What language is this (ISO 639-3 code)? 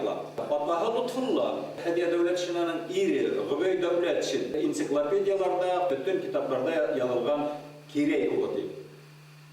bak